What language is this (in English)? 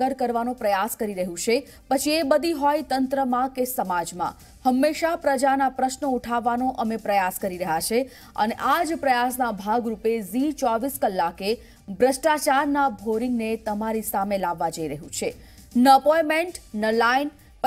Gujarati